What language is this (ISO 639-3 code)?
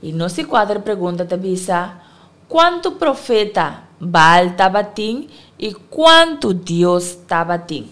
pap